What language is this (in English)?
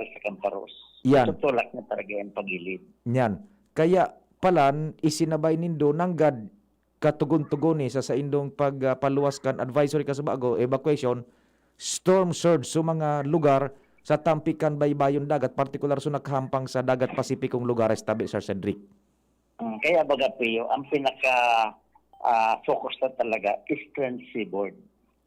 Bikol